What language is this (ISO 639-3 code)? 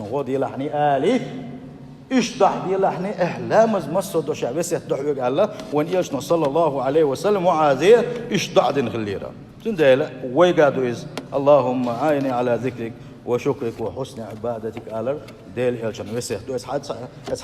che